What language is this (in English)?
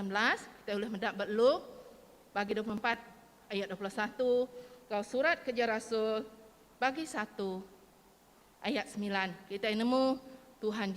Iban